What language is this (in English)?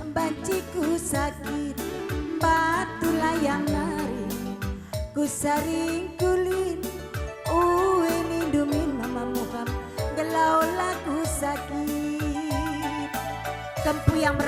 Batak Karo